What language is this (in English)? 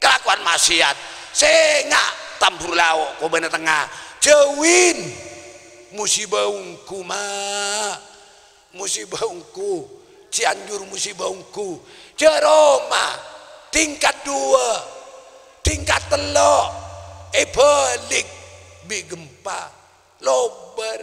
Madurese